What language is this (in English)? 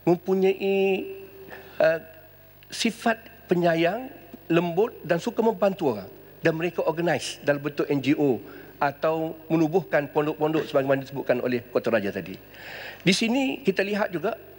Malay